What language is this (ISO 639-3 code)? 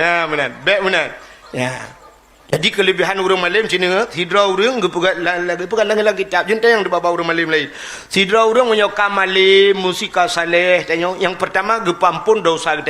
ace